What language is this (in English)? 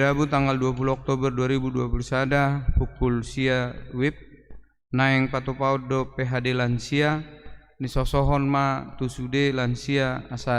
Batak Toba